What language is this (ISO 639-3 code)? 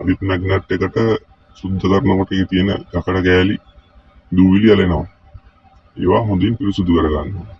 sin